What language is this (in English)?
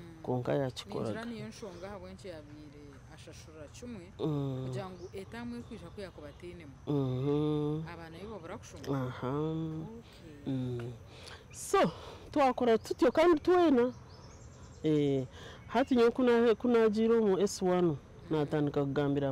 Nyankole